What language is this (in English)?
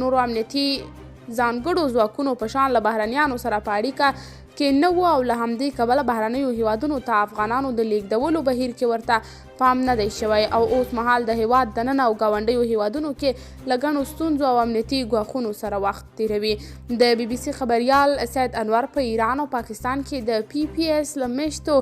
Pashto